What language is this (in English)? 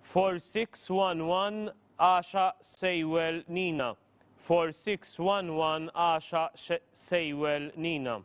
English